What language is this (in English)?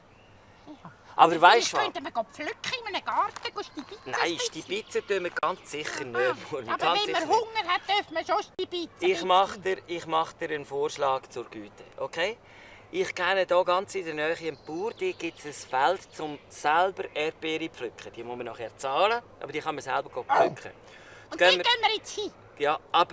Swiss German